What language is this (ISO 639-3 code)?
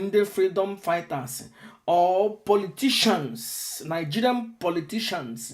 ibo